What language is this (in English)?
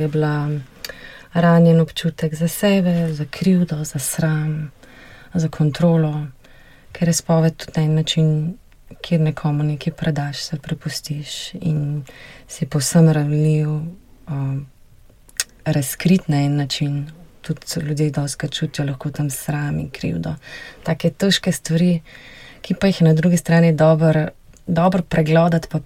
Slovenian